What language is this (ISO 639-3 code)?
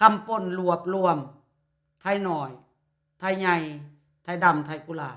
lao